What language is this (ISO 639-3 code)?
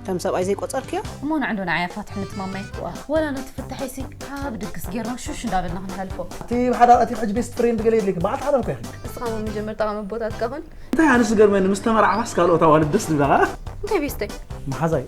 tir